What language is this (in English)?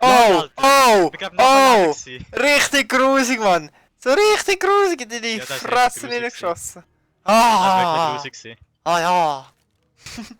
Swiss German